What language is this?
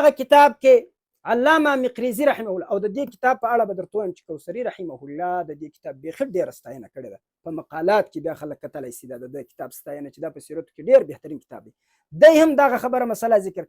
Pashto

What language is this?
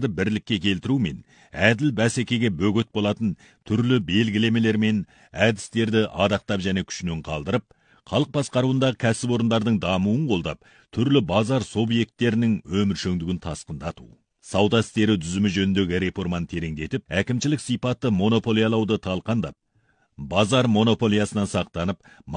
Kazakh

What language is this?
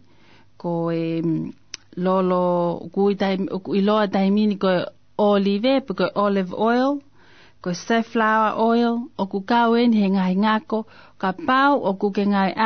Tongan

